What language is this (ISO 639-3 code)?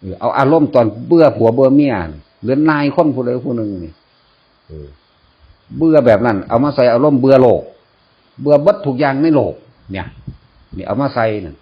tts